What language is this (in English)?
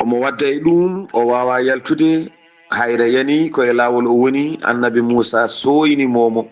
Fula